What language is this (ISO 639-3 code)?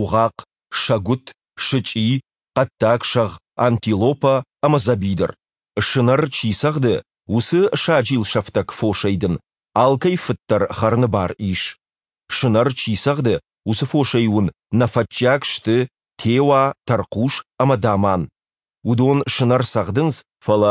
oss